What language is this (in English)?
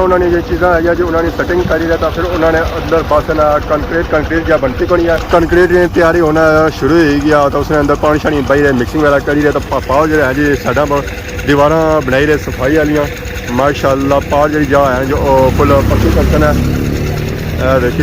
Pahari-Potwari